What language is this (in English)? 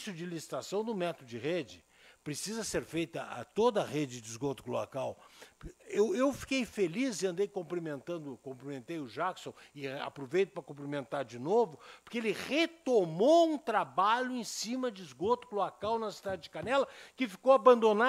Portuguese